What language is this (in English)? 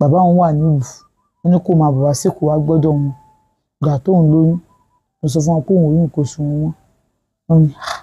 Yoruba